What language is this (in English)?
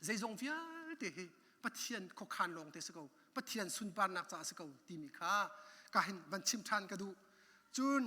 Hakha Chin